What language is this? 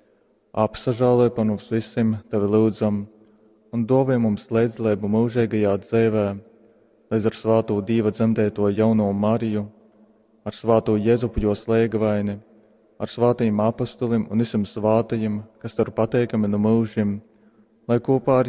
Latgalian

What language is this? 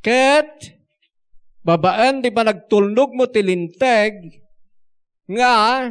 Iloko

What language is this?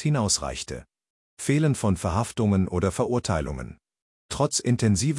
German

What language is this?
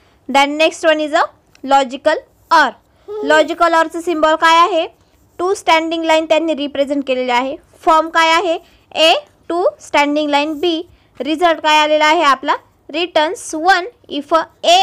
Marathi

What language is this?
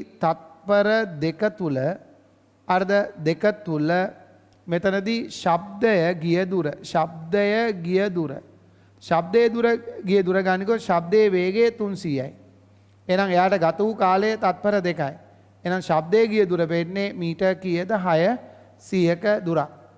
Sinhala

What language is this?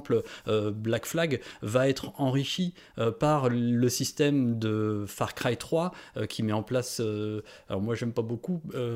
French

